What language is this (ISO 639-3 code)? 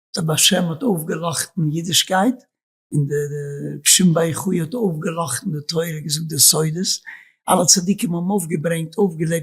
yid